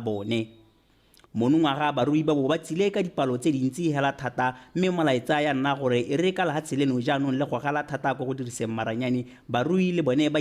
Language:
Tswana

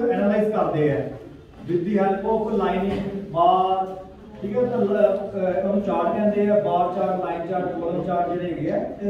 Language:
Punjabi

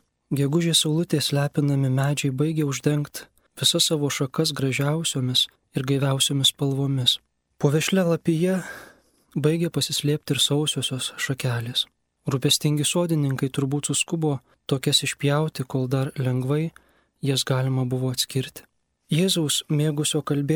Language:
Lithuanian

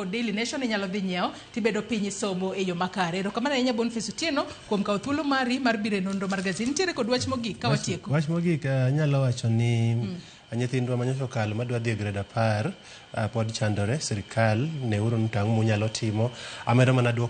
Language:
Luo (Kenya and Tanzania)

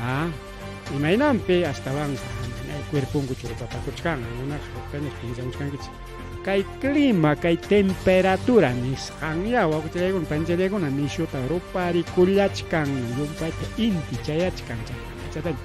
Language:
Ayacucho Quechua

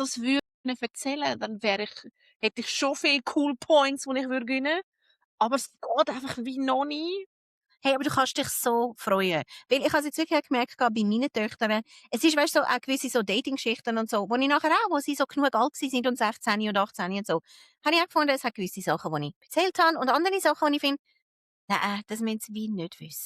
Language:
Swiss German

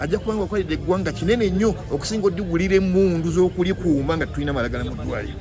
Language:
Ganda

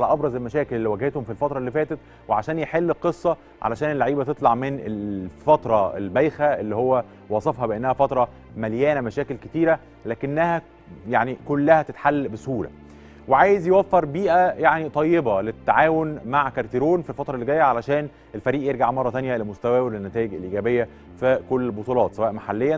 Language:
Egyptian Arabic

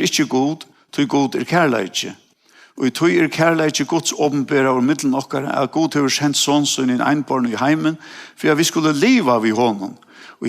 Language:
Faroese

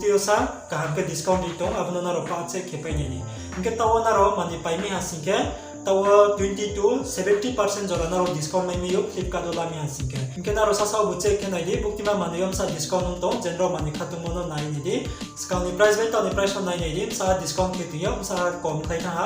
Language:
Riang (India)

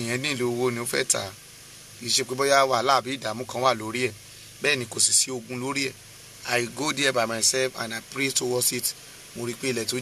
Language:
Yoruba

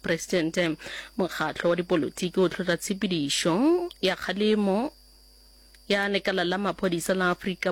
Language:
Northern Sotho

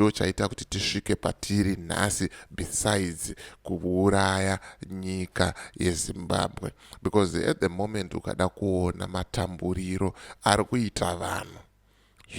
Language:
Shona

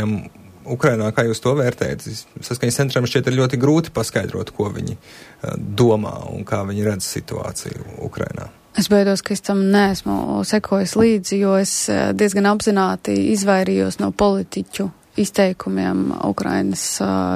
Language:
Latvian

